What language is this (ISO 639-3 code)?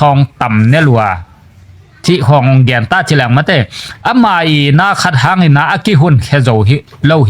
ctd